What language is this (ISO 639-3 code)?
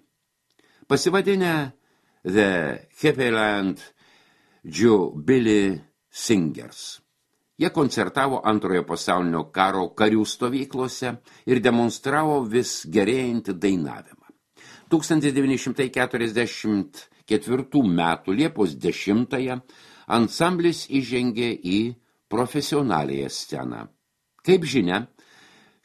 lit